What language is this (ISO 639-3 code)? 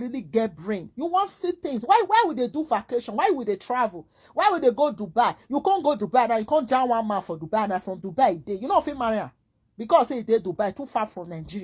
pcm